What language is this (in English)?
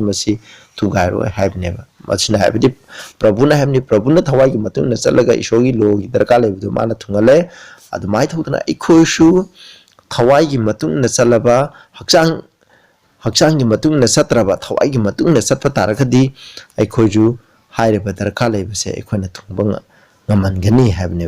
Manipuri